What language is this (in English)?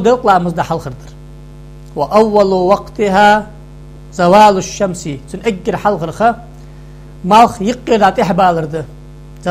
Ingush